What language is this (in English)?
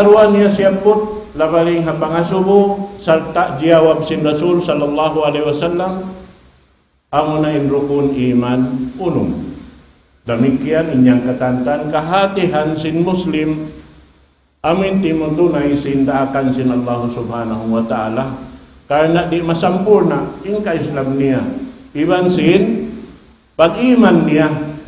Tausug